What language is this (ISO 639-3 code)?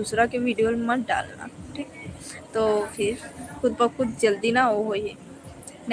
hne